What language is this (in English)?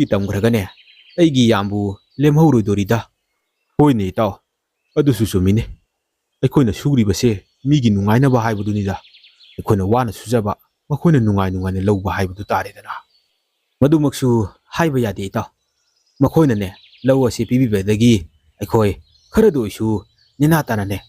Manipuri